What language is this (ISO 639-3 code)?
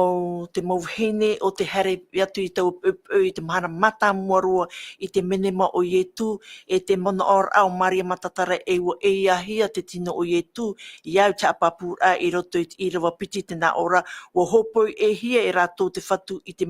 tah